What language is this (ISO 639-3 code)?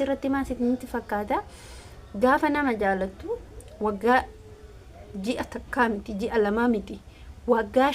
orm